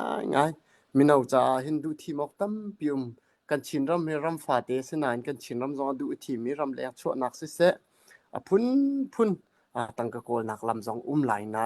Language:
Hakha Chin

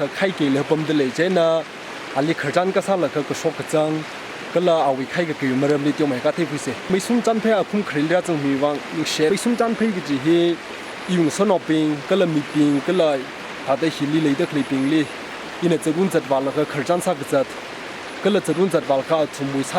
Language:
Tangkhul Naga (India)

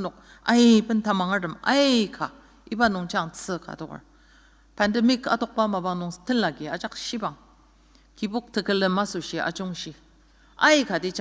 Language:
Ao Naga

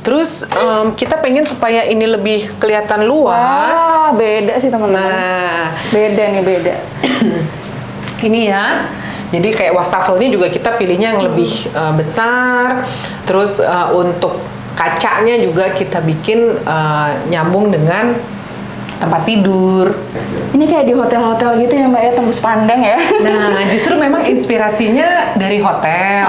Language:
Indonesian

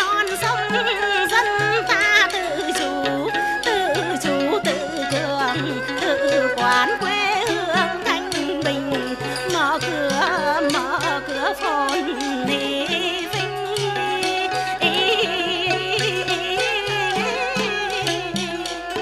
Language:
Vietnamese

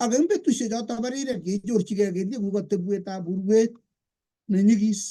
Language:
Kalenjin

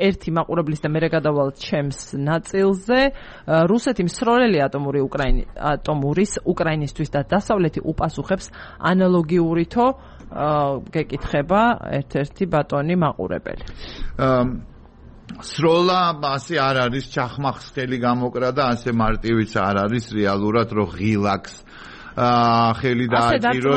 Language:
Georgian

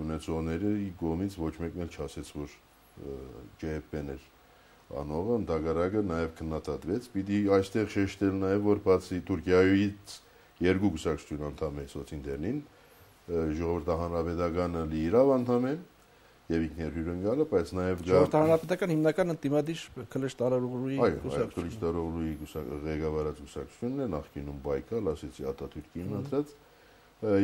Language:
Armenian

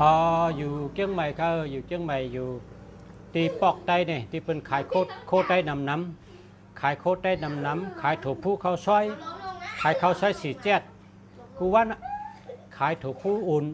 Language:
Shan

